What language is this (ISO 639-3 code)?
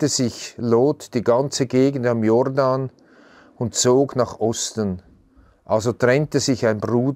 gsw